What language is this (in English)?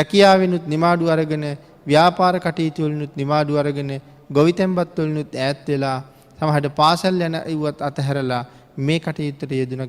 Sinhala